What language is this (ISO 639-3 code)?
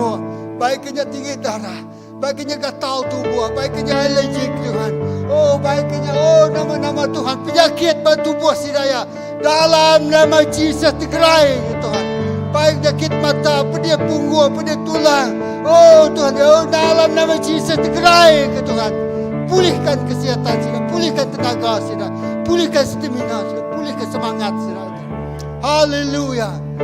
iba